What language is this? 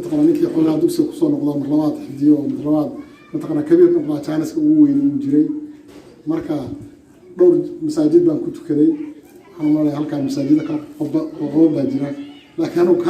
Somali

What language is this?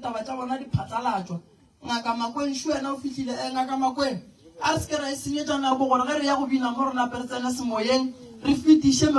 Northern Sotho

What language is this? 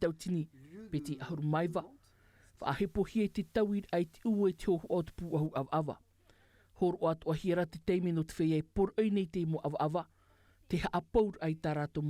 Tahitian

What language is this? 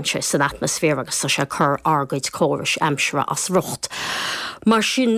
Irish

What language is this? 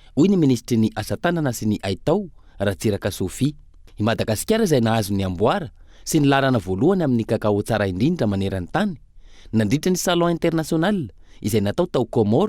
Malagasy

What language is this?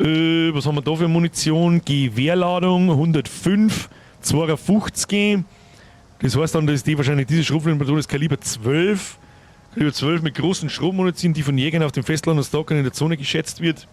Bavarian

